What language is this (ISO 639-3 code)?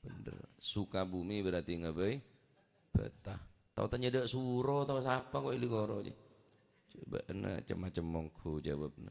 mad